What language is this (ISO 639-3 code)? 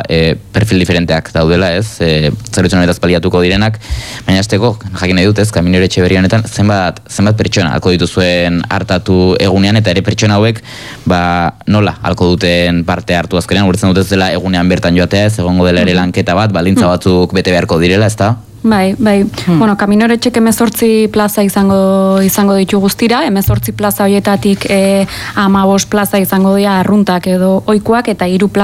eus